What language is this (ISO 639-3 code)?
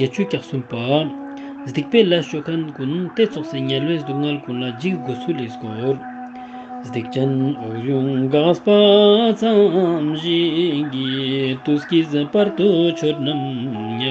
lbj